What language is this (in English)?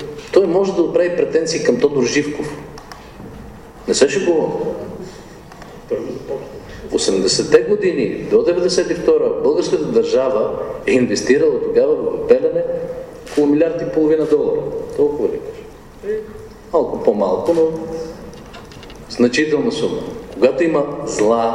Bulgarian